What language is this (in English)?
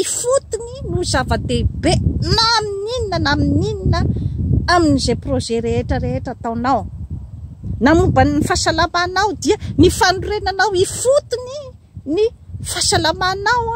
Malagasy